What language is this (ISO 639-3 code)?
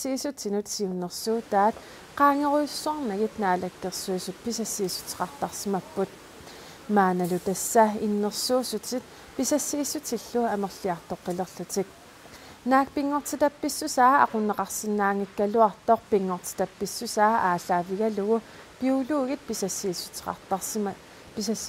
kal